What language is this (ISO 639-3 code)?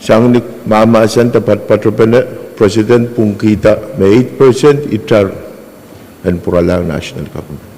pon